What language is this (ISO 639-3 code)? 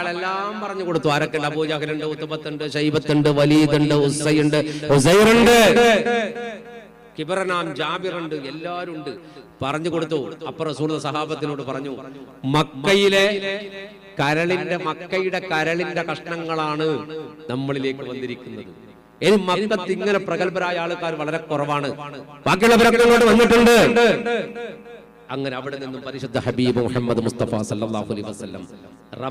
mal